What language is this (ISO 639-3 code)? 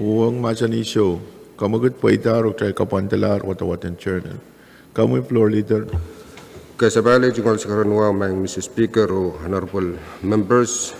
pon